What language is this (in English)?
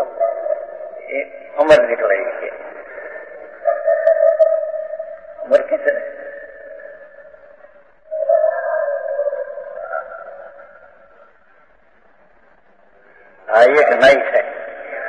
Gujarati